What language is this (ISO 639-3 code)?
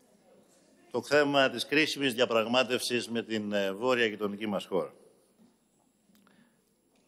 ell